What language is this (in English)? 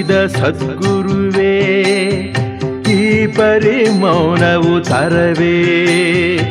Kannada